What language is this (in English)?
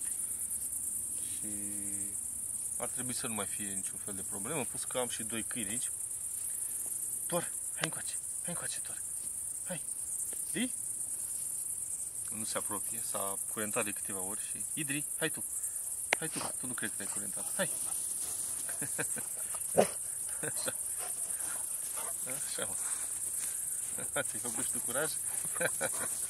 Romanian